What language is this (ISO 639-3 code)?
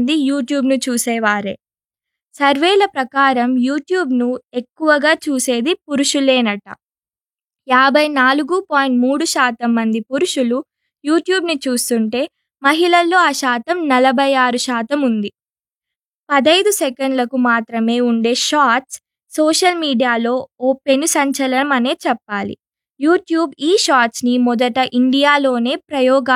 tel